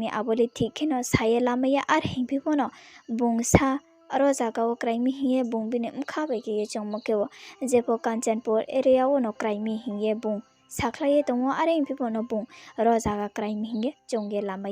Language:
Riang (India)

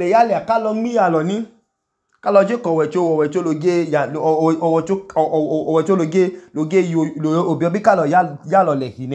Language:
Idoma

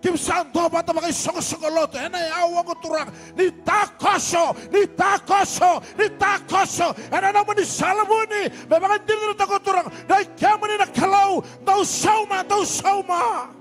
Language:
Fijian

